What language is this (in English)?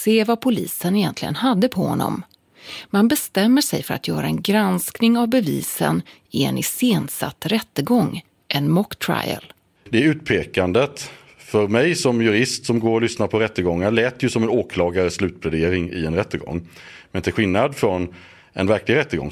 Swedish